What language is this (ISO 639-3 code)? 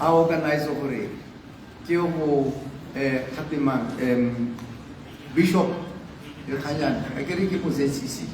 tsn